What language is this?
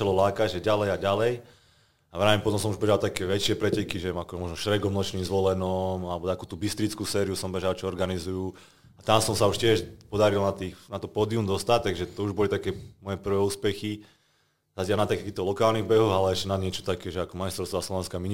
Slovak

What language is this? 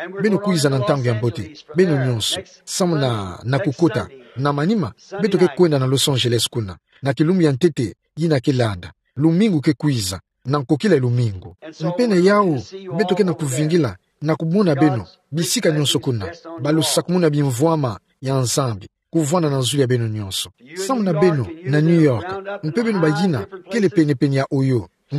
Kituba (Democratic Republic of Congo)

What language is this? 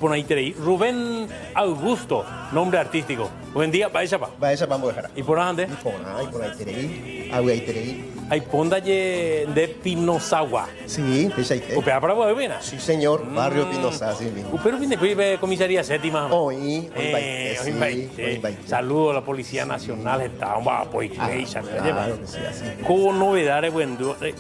Guarani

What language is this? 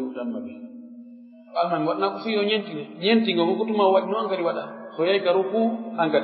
Pular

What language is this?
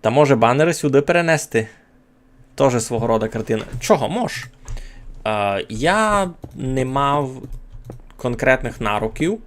Rusyn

